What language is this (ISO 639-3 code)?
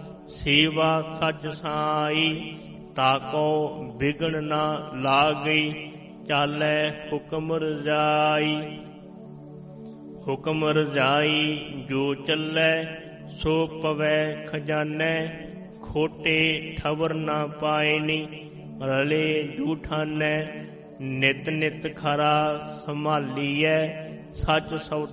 pan